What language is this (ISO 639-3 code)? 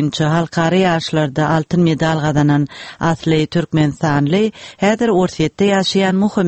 tuk